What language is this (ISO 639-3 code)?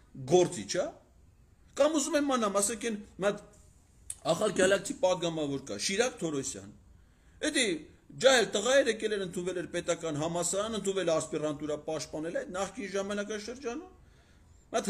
hye